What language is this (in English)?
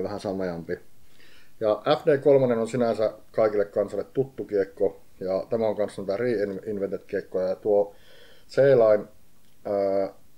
Finnish